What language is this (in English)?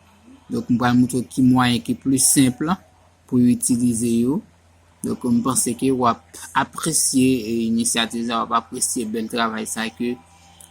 Haitian Creole